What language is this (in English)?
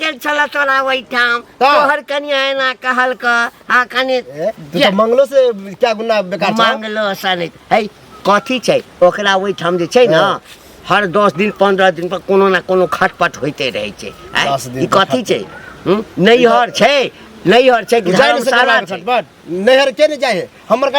Maithili